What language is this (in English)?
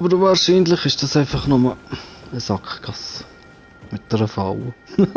Swiss German